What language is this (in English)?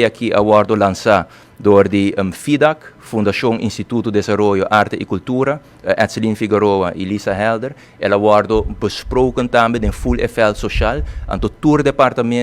Papiamento